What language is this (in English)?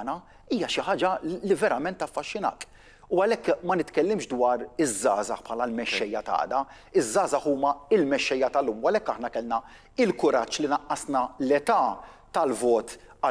Maltese